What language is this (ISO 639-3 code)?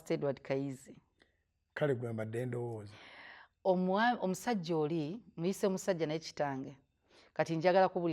lug